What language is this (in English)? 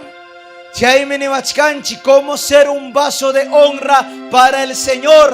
Ayacucho Quechua